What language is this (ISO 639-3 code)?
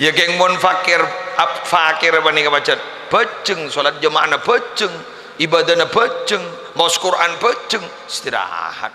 mad